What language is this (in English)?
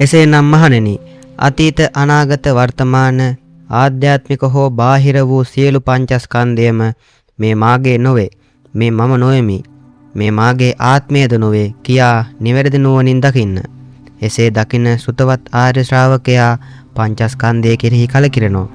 Sinhala